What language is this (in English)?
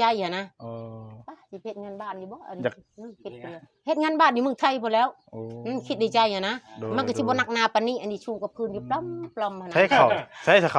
Northeastern Thai